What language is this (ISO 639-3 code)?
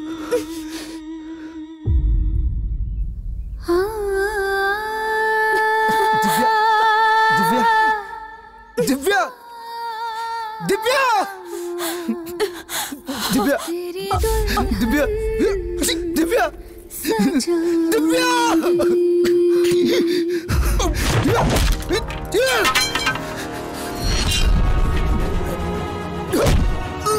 bho